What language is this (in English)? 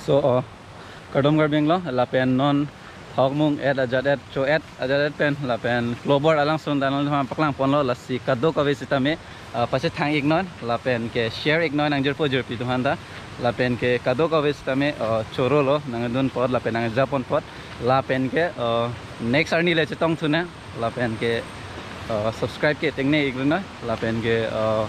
Karbi